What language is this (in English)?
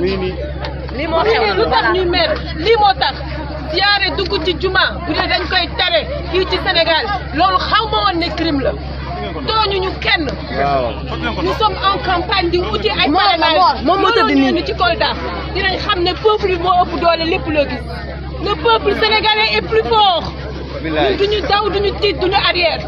Wolof